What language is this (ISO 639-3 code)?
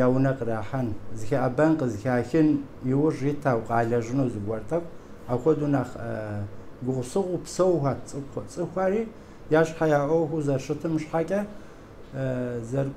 kbd